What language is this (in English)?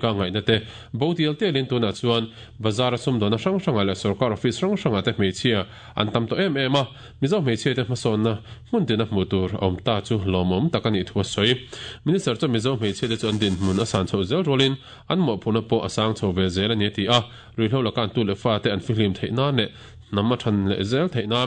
Mizo